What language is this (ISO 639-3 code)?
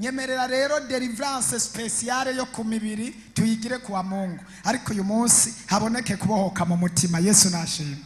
run